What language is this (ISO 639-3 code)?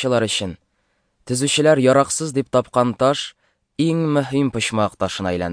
tat